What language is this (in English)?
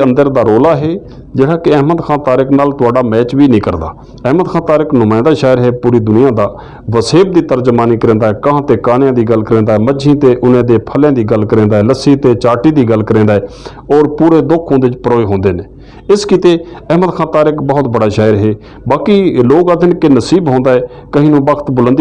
Saraiki